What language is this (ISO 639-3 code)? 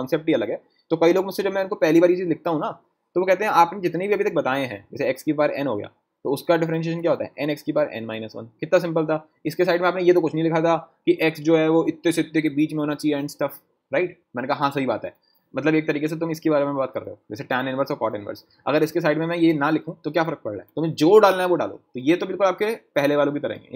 hin